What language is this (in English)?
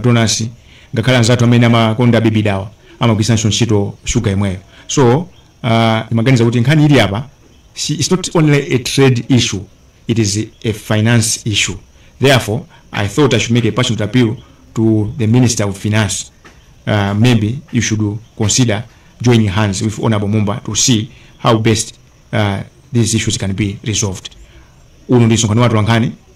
Nyanja